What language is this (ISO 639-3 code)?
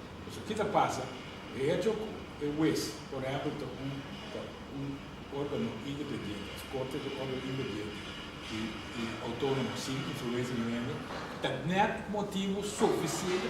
pap